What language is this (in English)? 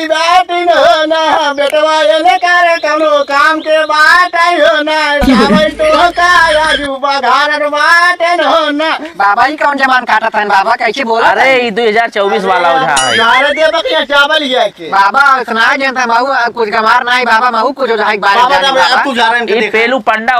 Awadhi